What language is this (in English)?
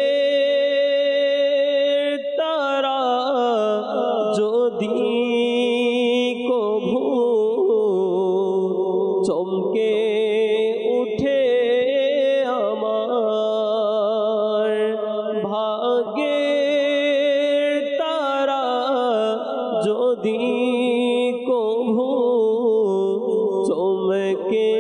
Bangla